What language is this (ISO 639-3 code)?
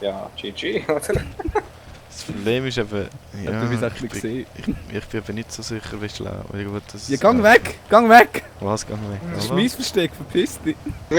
gsw